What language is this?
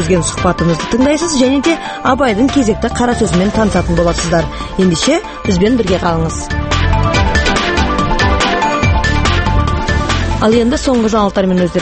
Kazakh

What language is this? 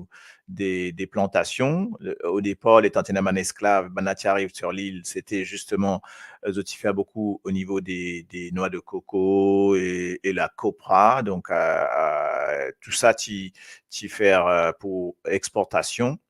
Morisyen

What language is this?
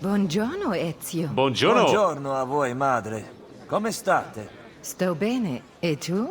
Bavarian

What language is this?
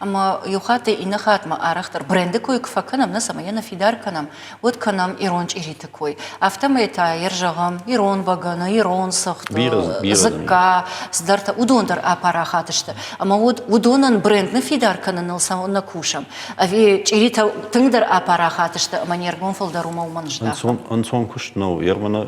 Ossetic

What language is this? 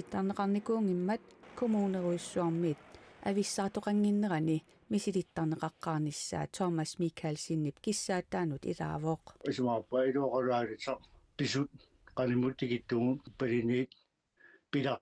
Kalaallisut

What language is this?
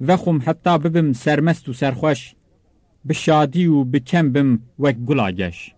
Kurdish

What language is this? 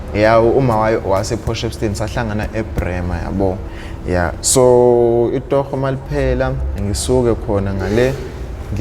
Zulu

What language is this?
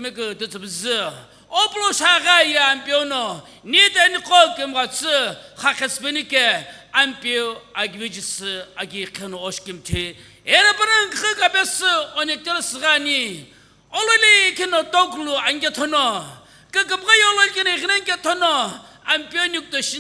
Sumi Naga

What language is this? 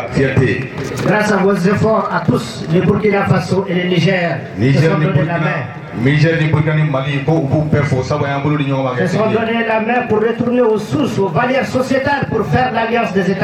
Bambara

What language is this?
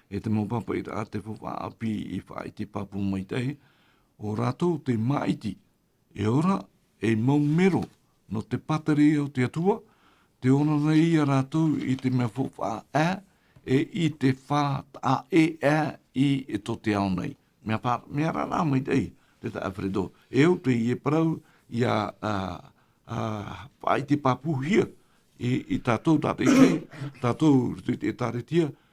Tahitian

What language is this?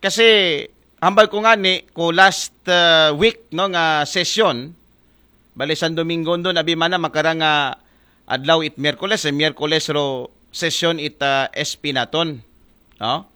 Aklanon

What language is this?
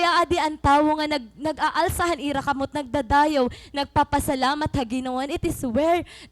Waray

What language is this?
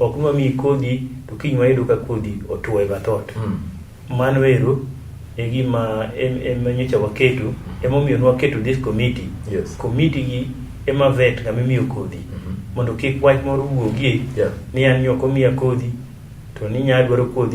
Luo (Kenya and Tanzania)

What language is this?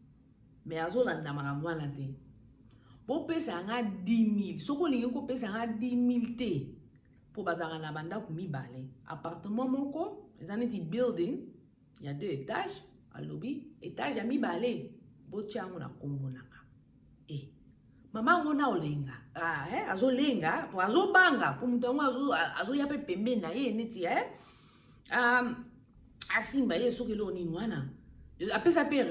Lingala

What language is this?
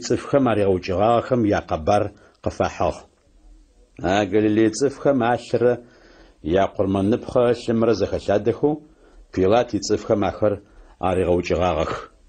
Adyghe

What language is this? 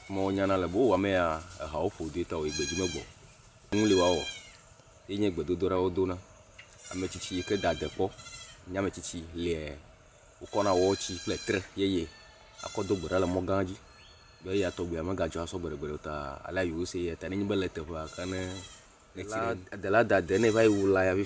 Ewe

